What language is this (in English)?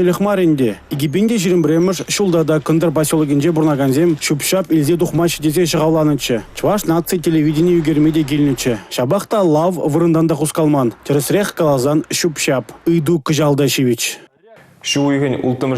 Chuvash